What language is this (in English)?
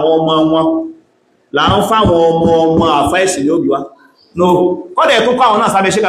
Yoruba